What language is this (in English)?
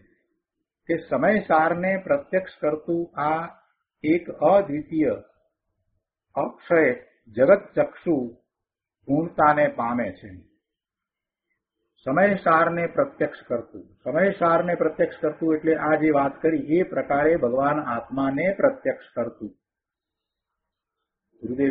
Gujarati